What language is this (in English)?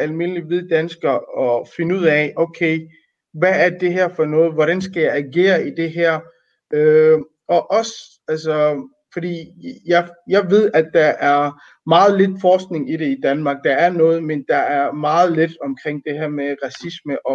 Danish